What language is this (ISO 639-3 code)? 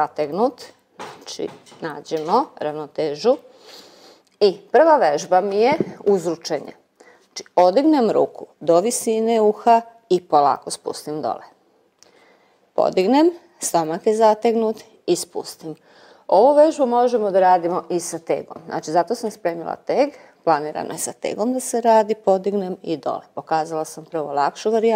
srp